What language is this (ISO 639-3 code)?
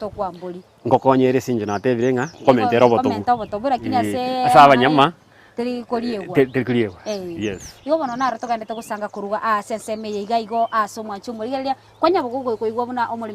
guz